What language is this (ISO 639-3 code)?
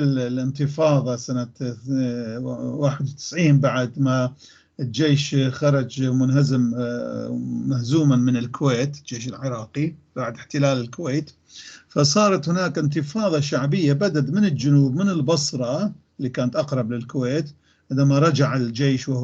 apc